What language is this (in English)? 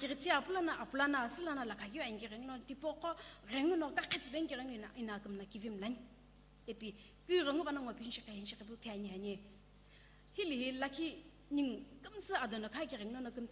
Sumi Naga